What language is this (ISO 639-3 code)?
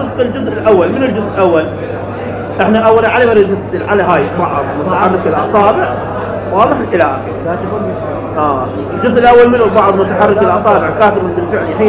acm